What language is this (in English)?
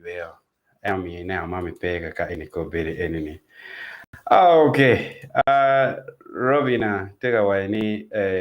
Acoli